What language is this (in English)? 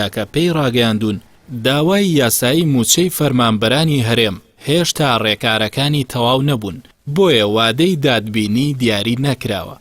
Central Kurdish